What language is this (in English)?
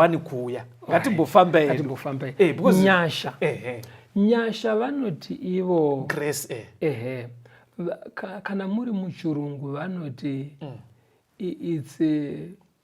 Shona